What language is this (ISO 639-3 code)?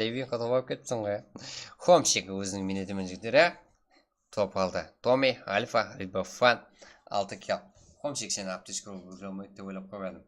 kaa